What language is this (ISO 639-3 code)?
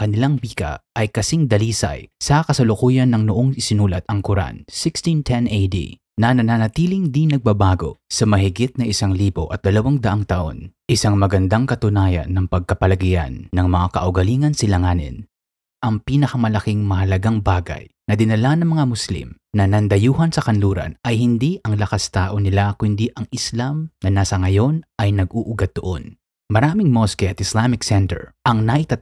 fil